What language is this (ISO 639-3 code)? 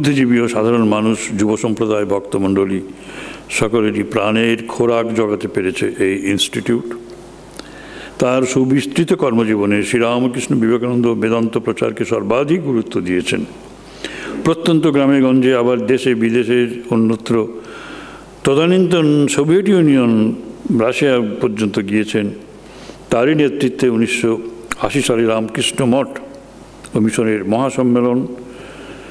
ben